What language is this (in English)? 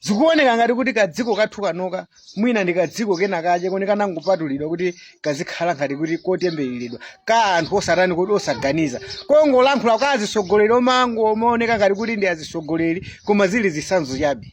Nyanja